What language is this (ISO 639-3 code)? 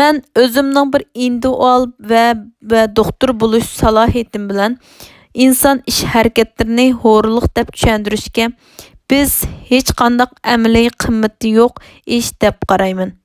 uig